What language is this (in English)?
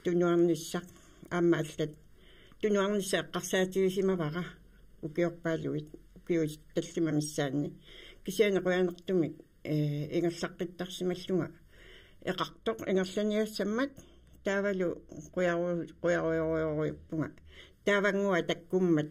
Kalaallisut